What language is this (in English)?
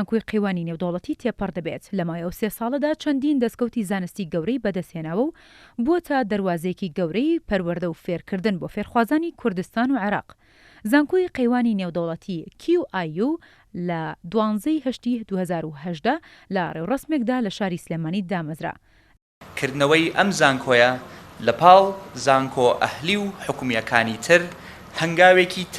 Central Kurdish